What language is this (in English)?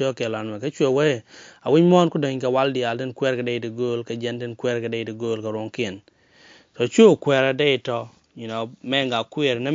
Nuer